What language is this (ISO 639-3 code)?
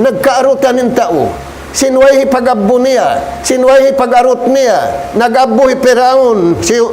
tsg